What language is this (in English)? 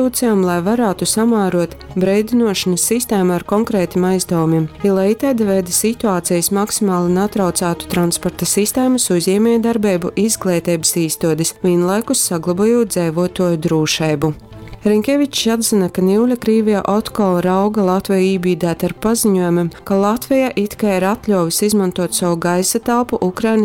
Latgalian